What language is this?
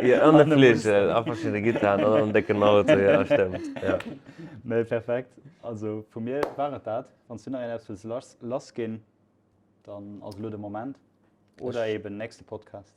Luxembourgish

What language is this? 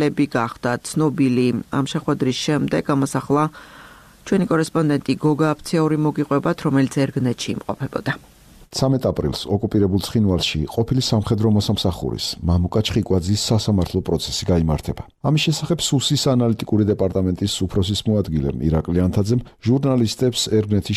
Georgian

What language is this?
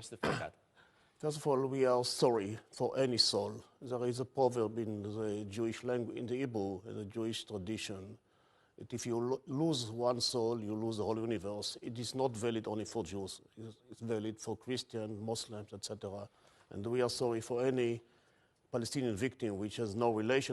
English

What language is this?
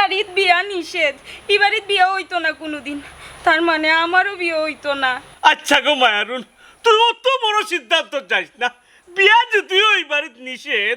Sylheti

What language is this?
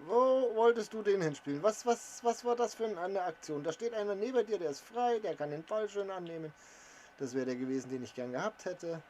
Bavarian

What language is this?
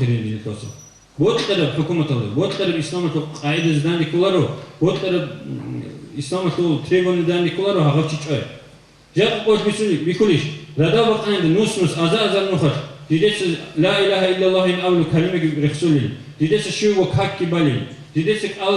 Avaric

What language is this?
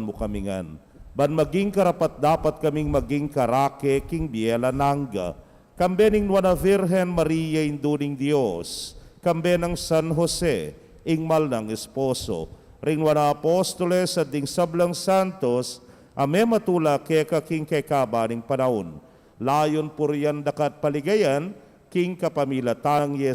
Pampanga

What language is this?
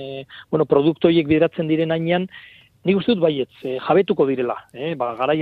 Basque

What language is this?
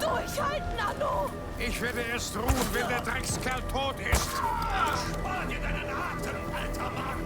Bavarian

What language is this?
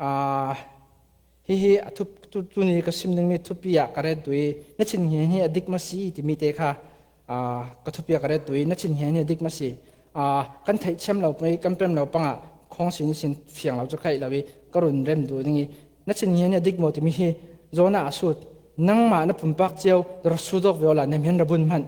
Falam Chin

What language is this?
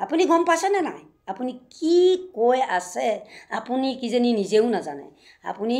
Assamese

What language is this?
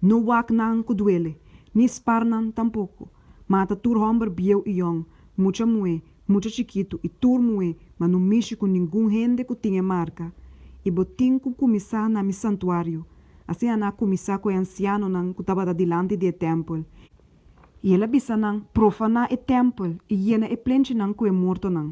Papiamento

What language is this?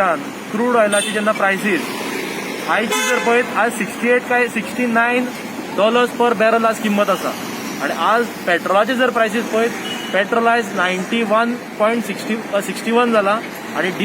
Konkani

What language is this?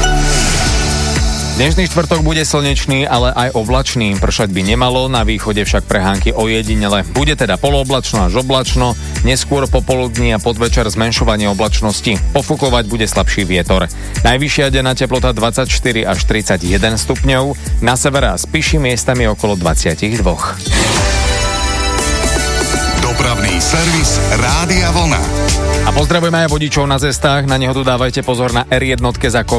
Slovak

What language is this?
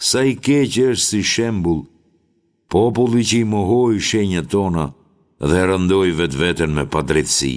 Albanian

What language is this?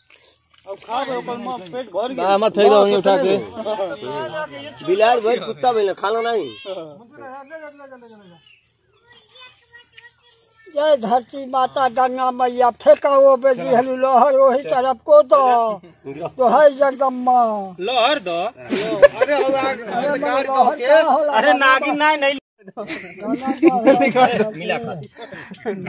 Bhojpuri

